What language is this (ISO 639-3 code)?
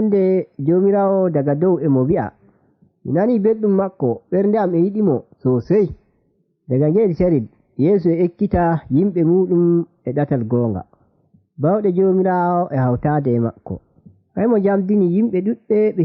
fuv